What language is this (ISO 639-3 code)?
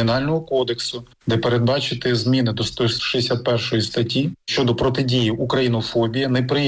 ukr